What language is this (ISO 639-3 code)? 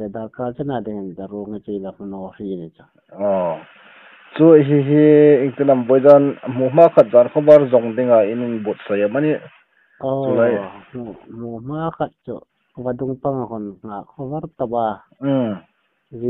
hmr